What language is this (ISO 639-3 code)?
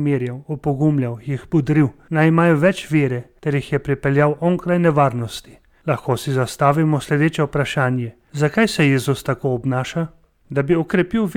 slv